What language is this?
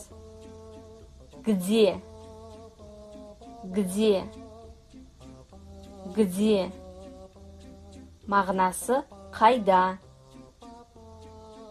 Kazakh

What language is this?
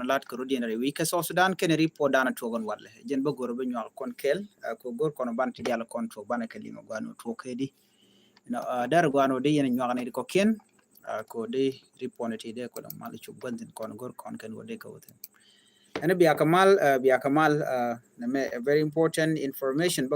Nuer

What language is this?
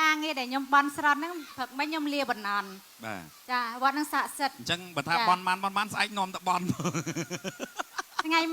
Khmer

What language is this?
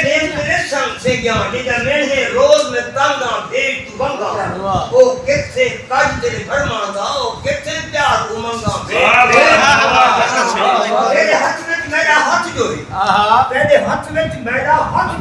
Saraiki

